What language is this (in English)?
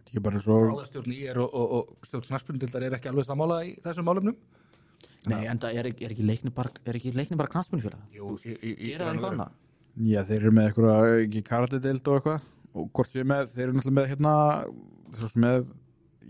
Icelandic